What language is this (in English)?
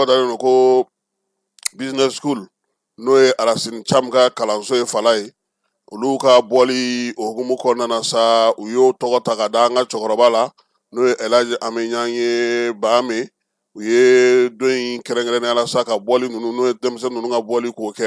Bambara